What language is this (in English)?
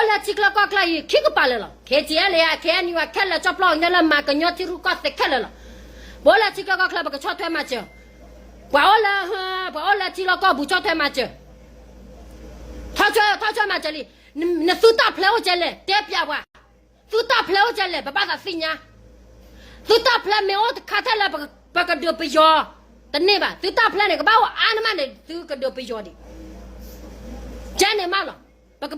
S'gaw Karen